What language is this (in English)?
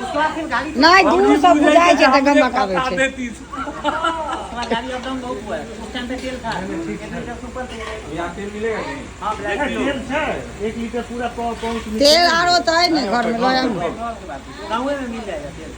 Maithili